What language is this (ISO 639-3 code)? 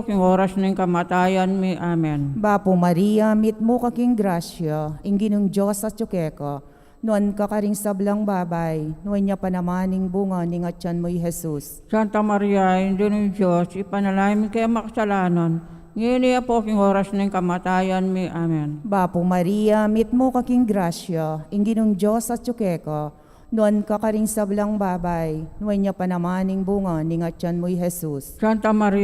pam